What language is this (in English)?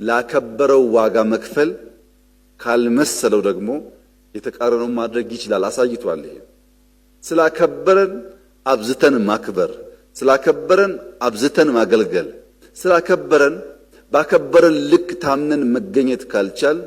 Amharic